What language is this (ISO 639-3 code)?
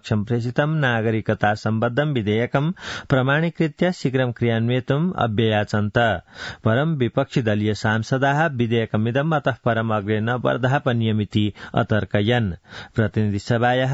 san